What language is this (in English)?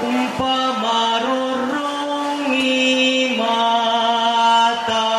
Toraja-Sa'dan